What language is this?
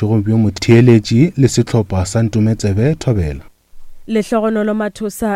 Northern Sotho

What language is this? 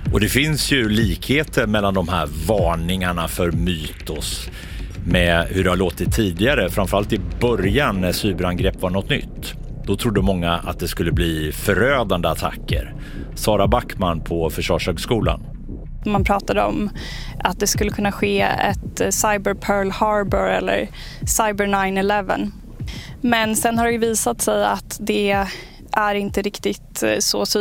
Swedish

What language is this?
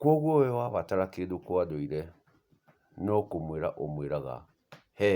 Kikuyu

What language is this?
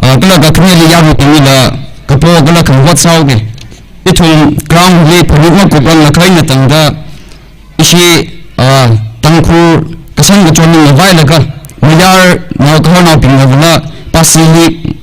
Tangkhul Naga (India)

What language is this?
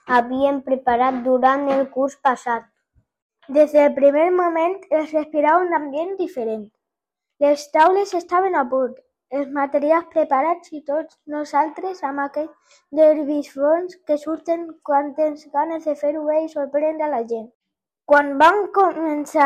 Catalan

